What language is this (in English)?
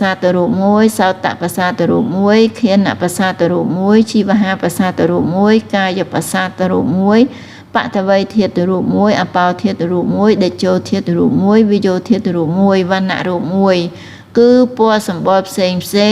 Khmer